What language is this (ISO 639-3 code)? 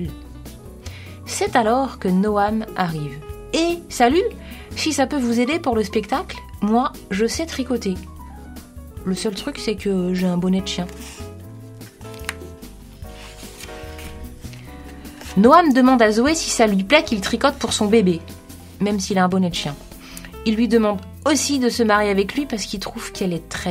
fra